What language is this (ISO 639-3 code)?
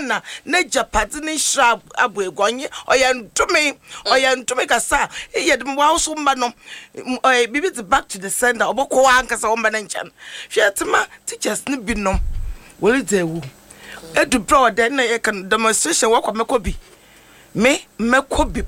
aka